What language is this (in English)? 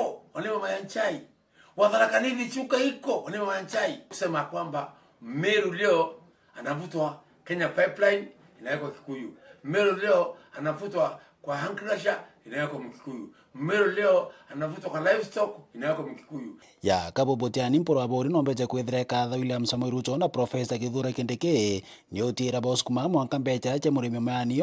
Meru